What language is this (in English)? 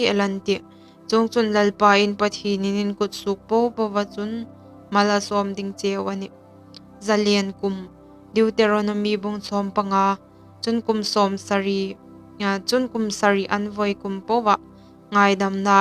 Hmar